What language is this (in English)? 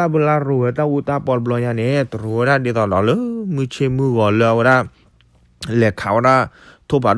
S'gaw Karen